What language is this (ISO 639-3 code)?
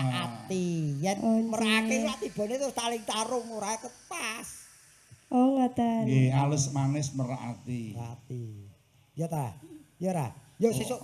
jav